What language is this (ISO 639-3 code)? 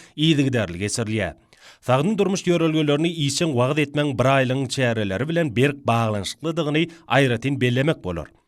tuk